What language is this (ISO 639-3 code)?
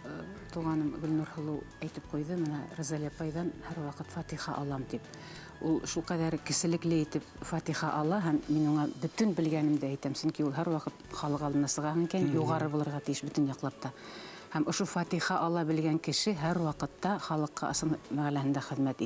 bak